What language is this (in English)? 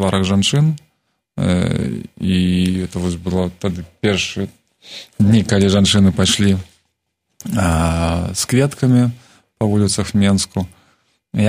Belarusian